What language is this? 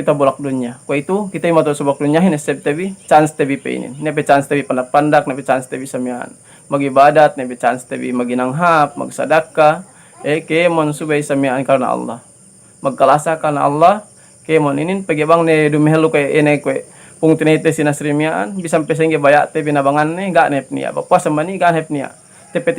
Yakan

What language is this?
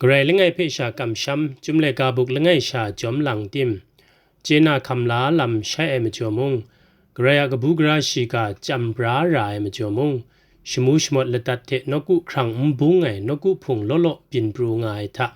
Kachin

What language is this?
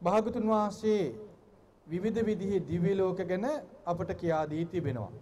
Sinhala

